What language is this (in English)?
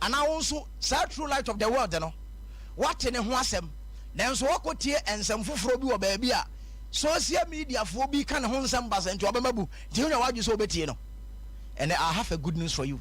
Akan